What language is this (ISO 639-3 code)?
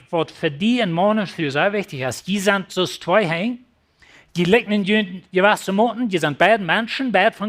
pdt